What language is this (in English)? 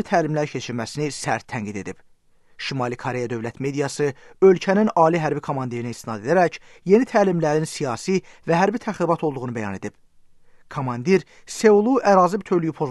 Azerbaijani